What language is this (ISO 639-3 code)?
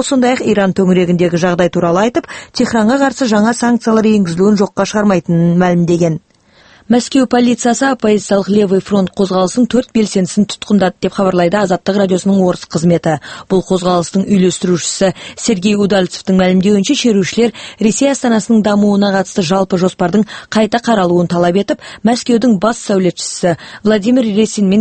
kaz